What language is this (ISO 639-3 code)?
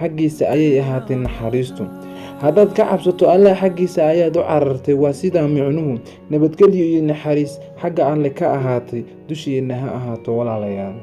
som